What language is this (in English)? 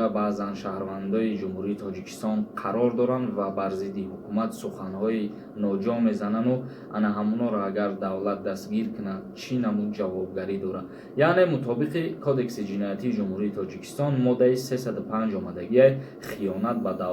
Tajik